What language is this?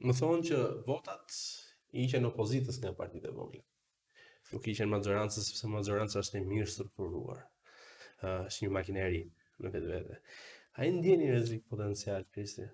Albanian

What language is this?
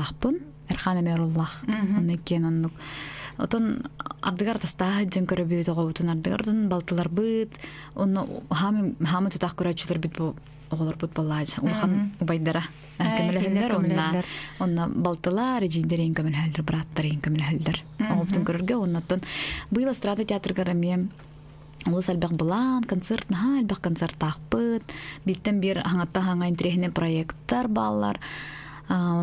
Yakut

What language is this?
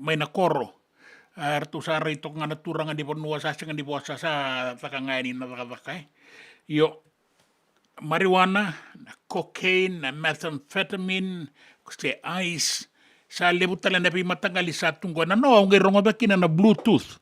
Fijian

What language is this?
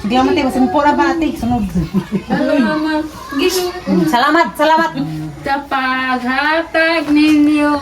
Cebuano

